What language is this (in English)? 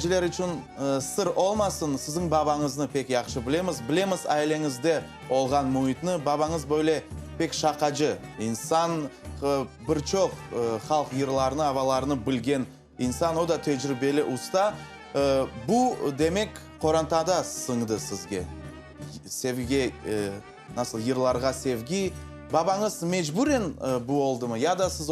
Crimean Tatar